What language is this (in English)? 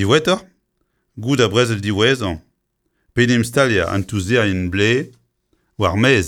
Breton